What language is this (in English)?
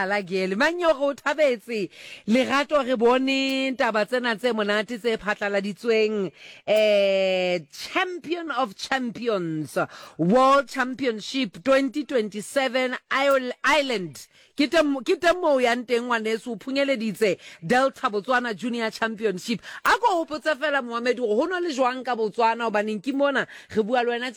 Southern Sotho